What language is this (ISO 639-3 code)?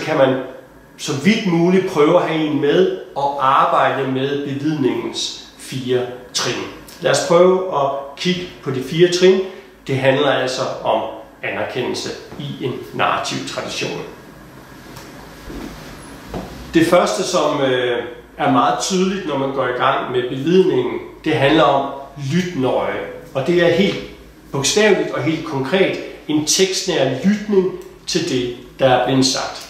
dan